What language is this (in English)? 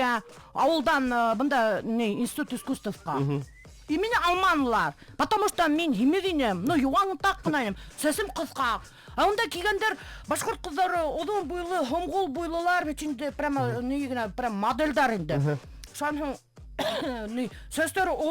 Bashkir